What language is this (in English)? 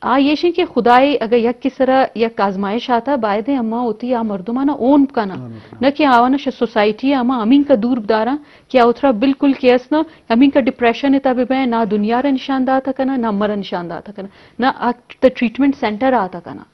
Eastern Balochi